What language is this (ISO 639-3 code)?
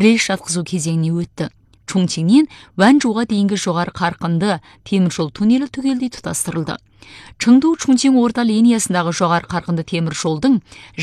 kaz